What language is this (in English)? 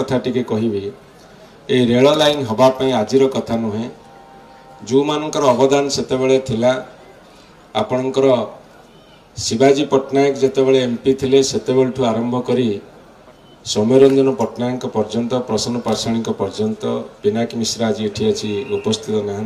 Odia